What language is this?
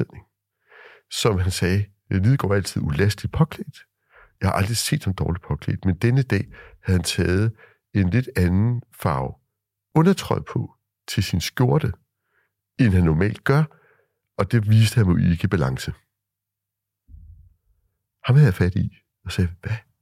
Danish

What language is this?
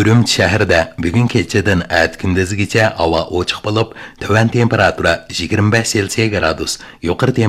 Uyghur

